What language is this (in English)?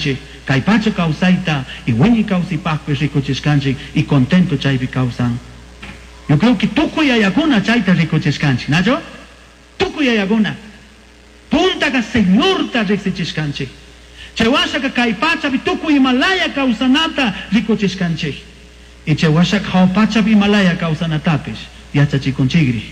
Chimborazo Highland Quichua